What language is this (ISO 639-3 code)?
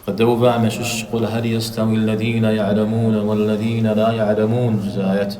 kbd